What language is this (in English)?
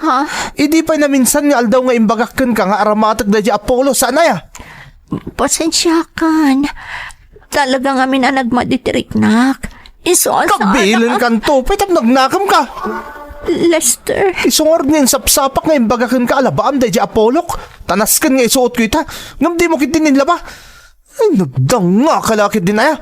Iloko